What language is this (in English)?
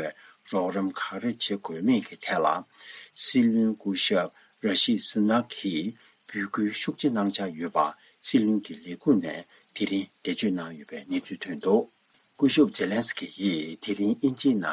Tibetan